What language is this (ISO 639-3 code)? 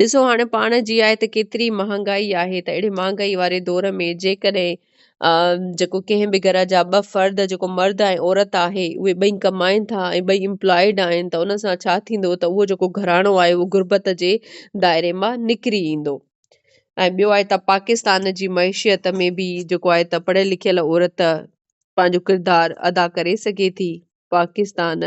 snd